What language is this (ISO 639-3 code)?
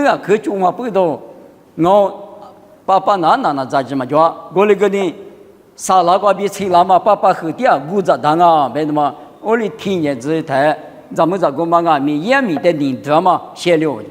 lis